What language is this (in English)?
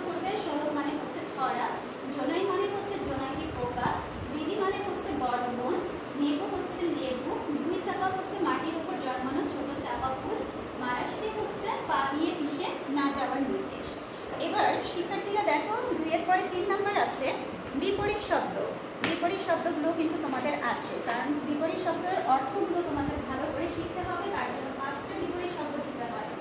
Bangla